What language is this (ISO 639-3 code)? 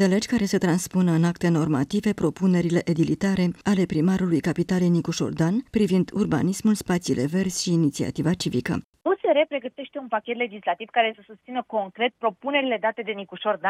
ron